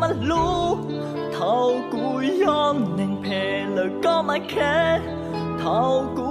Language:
Hmong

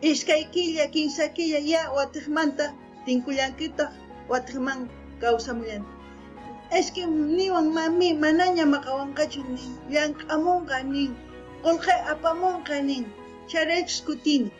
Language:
South Bolivian Quechua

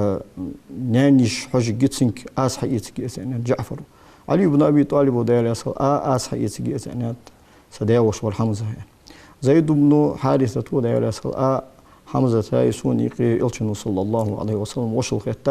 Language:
Ingush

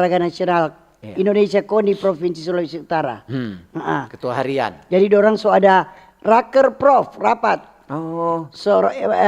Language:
Manado Malay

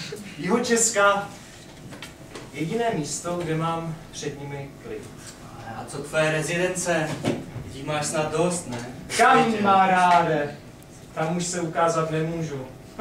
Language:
Czech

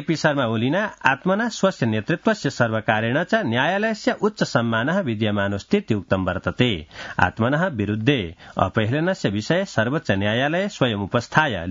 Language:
Sanskrit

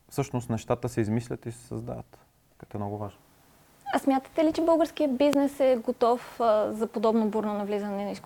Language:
Bulgarian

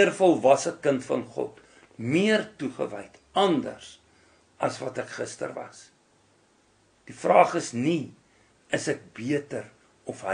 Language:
Afrikaans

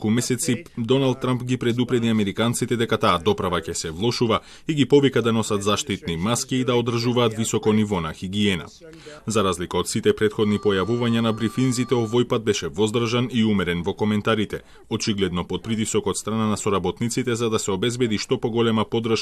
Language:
Macedonian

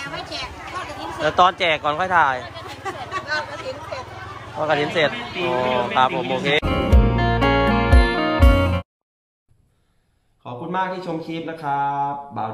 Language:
Thai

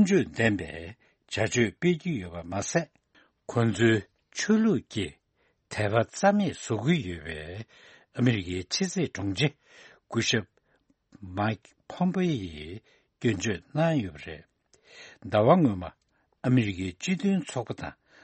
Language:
Tibetan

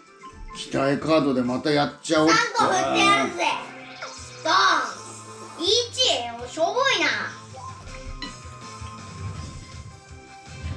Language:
Japanese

